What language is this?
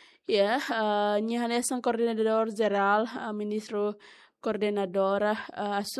Tetum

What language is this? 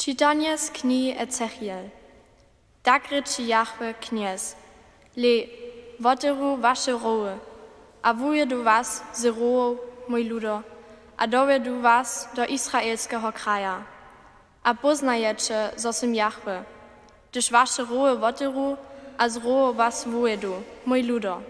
Upper Sorbian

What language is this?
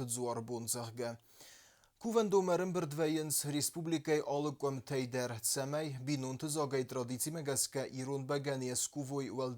Ossetic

